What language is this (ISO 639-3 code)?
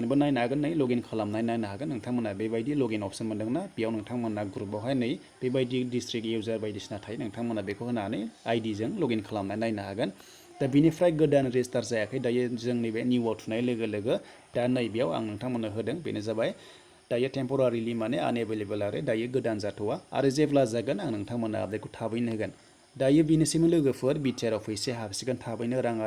brx